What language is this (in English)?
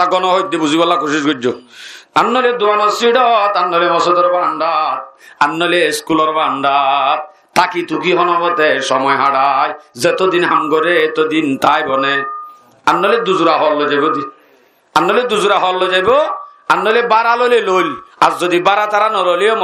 Rohingya